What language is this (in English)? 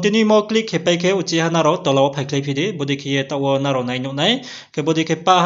Riang (India)